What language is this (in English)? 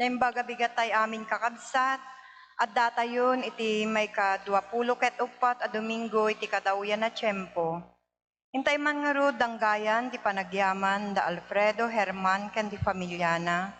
Iloko